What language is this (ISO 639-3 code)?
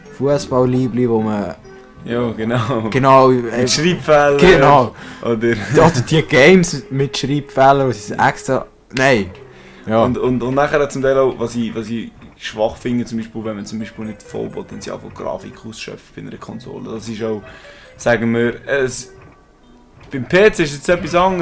gsw